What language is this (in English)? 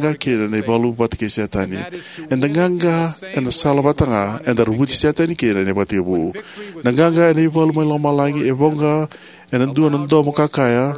Fijian